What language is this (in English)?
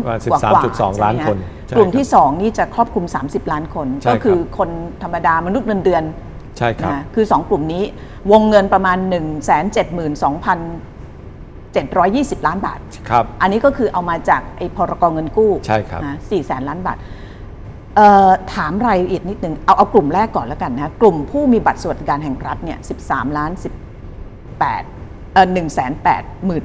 Thai